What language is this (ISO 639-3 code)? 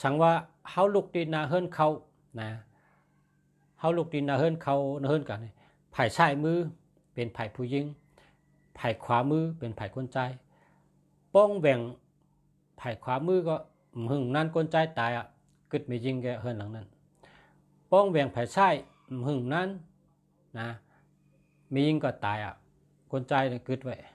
shn